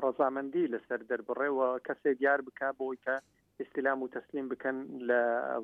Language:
Central Kurdish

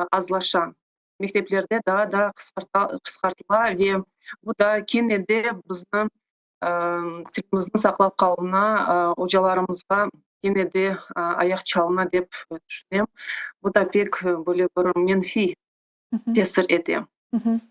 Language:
Crimean Tatar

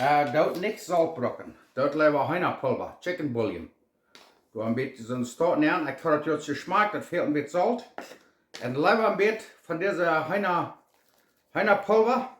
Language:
Plautdietsch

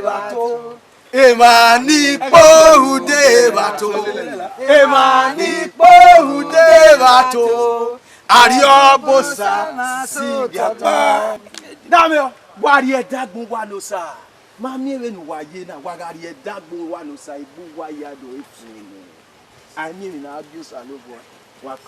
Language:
Bini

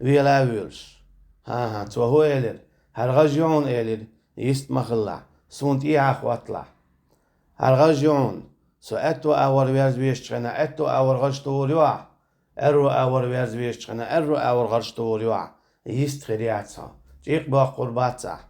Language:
Chechen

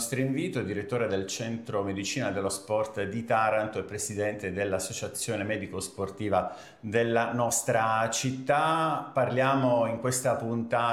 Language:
Italian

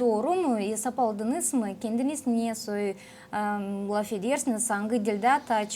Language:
Gagauz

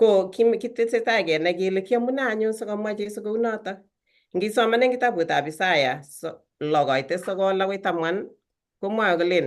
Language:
Kalenjin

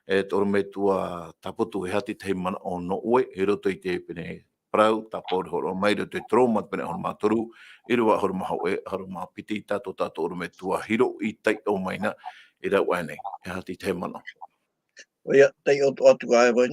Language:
Tahitian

